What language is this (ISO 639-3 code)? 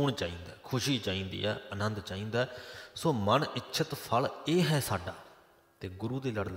pan